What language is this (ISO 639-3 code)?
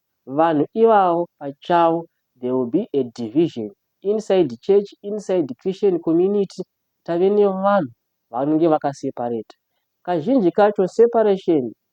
sna